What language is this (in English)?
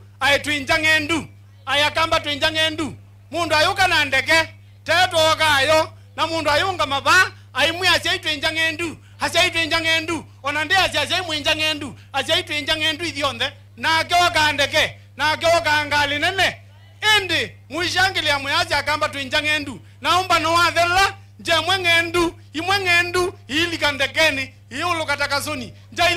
Kamba